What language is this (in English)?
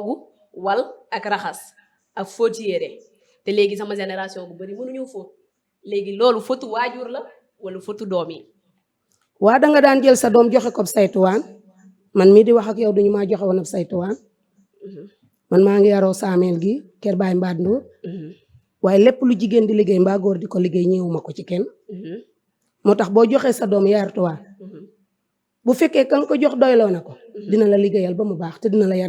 Wolof